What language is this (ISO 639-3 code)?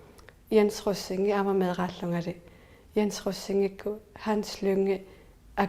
kal